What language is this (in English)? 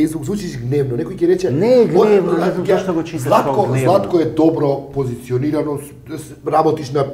Macedonian